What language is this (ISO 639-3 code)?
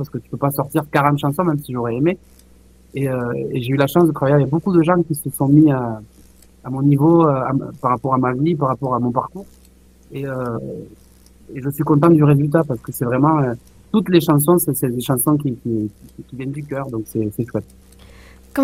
fra